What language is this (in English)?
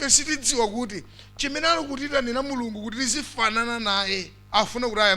Nyanja